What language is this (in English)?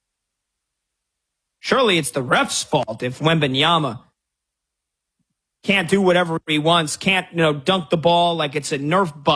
English